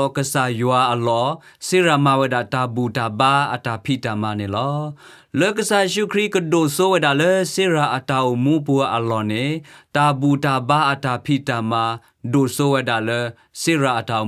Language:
S'gaw Karen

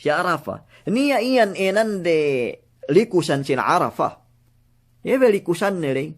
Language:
Yakan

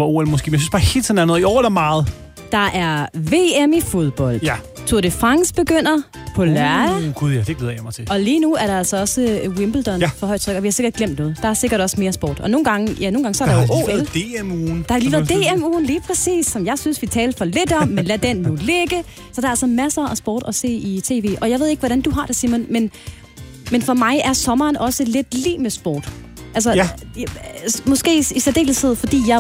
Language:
Danish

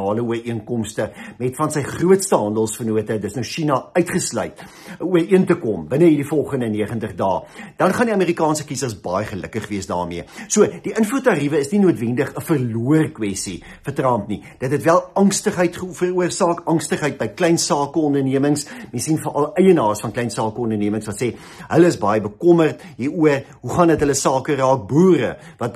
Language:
Afrikaans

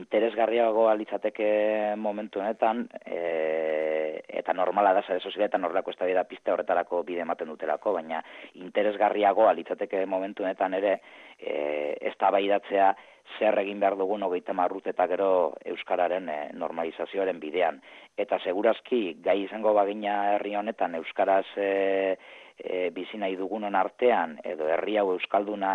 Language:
Basque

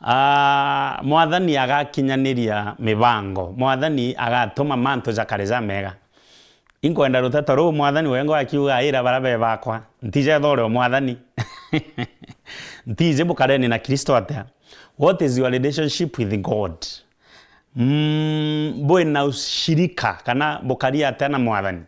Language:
Meru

